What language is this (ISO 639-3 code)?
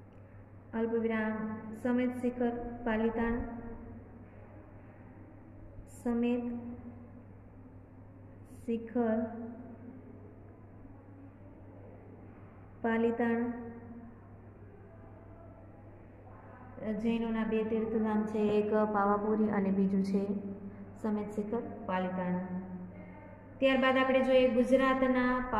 guj